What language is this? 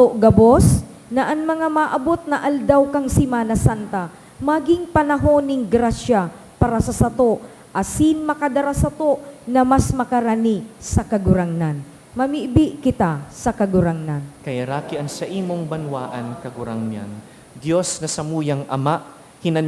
Bikol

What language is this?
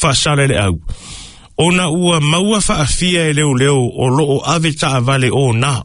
Samoan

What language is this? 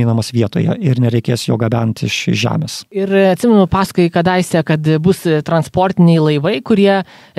Lithuanian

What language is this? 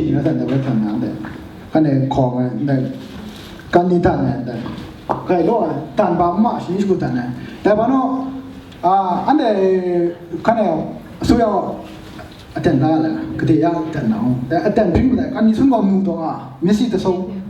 Kachin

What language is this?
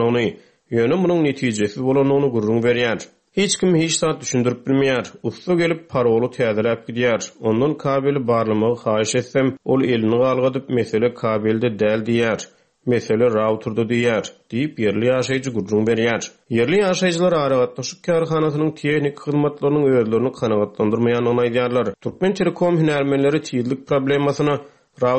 Turkmen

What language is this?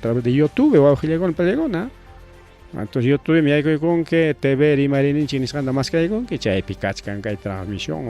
Ayacucho Quechua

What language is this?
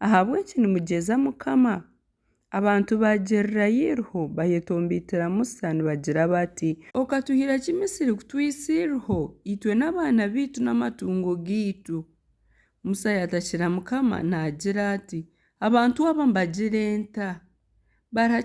Nyankole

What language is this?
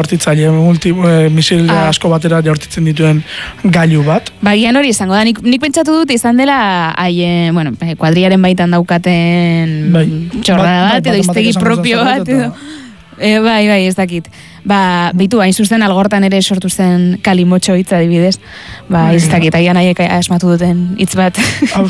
Basque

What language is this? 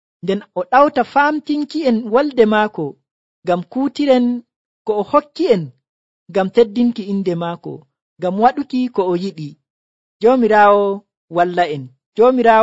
Nigerian Fulfulde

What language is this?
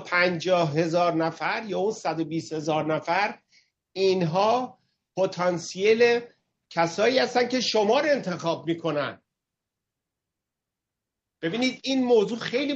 Persian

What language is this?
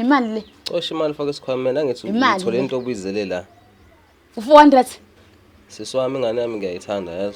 Zulu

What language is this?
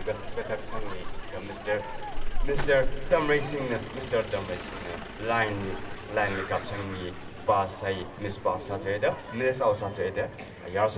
Tangkhul Naga (India)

